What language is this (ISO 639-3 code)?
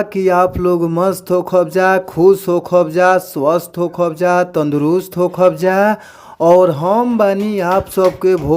bho